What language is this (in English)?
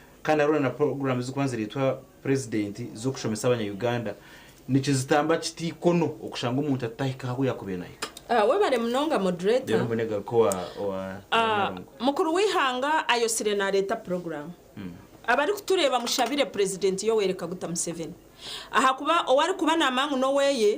Nyankole